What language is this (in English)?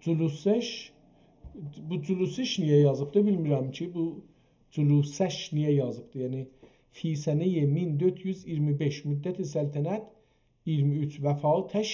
South Azerbaijani